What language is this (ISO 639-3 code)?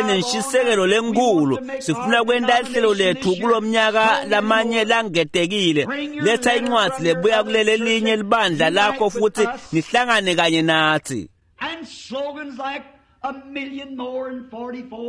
ssw